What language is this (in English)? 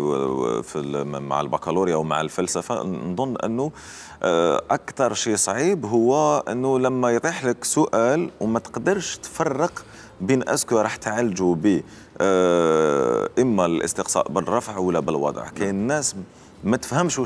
Algerian Arabic